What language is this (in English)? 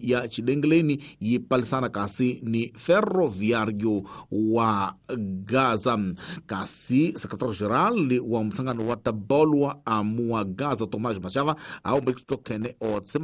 Tsonga